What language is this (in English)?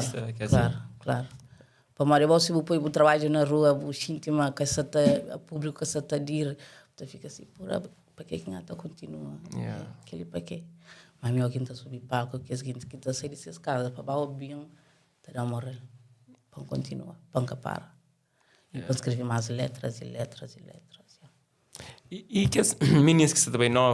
Kabuverdianu